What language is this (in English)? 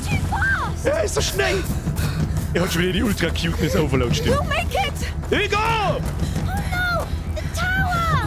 Bavarian